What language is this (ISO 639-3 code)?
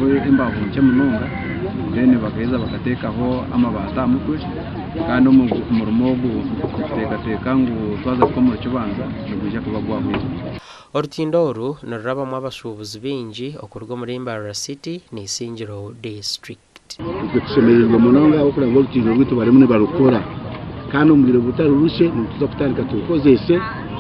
nyn